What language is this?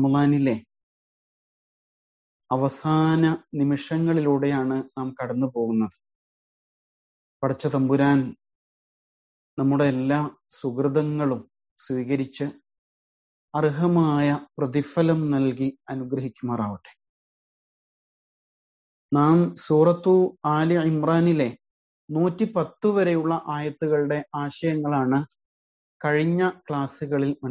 Malayalam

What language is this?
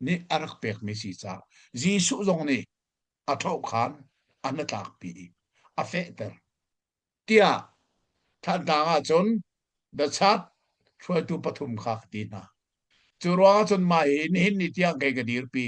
Hakha Chin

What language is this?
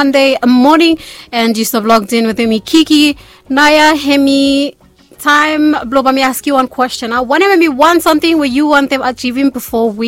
Bislama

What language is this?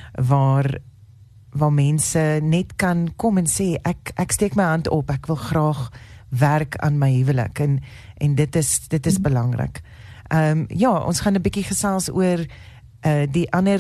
Afrikaans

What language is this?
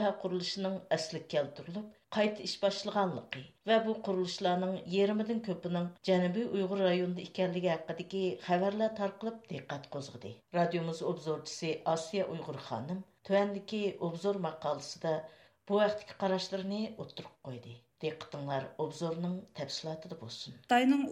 Uyghur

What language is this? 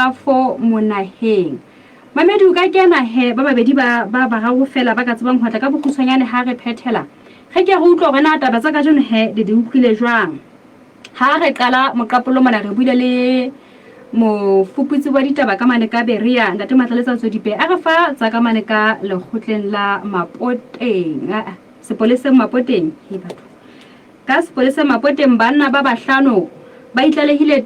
Southern Sotho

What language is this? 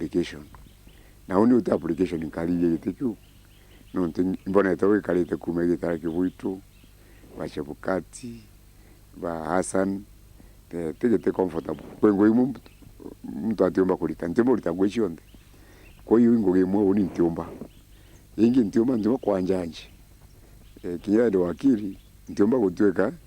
Meru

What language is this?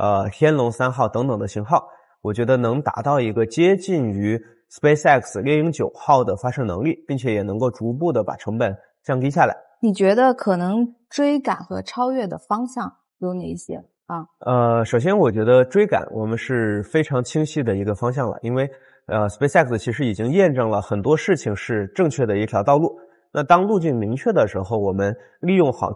Chinese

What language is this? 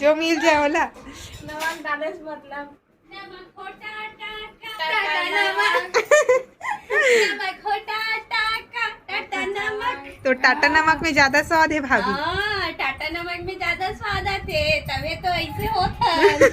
Chhattisgarhi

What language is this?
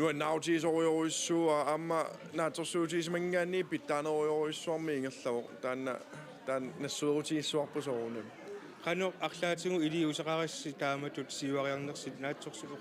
Kalaallisut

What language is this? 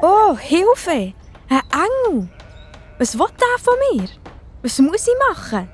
Swiss German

